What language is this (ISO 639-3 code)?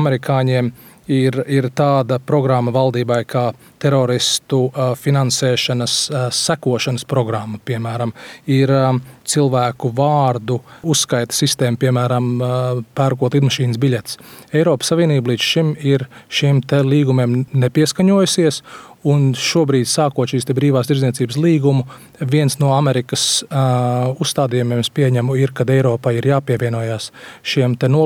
lav